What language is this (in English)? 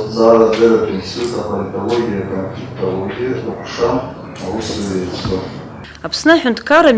Abkhazian